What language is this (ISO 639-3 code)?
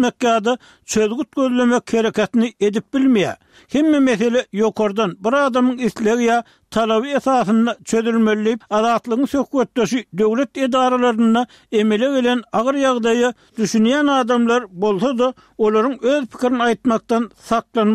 tuk